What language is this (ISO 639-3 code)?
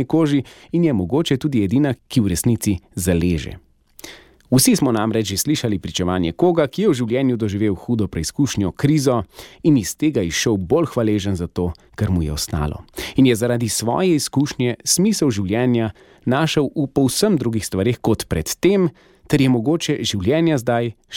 slv